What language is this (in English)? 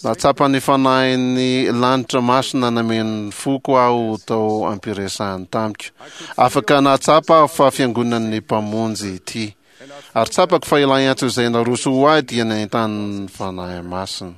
Malagasy